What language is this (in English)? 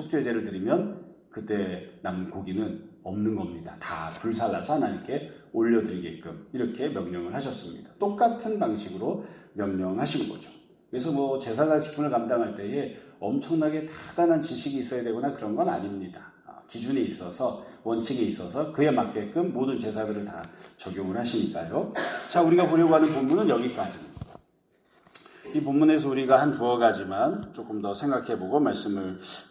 Korean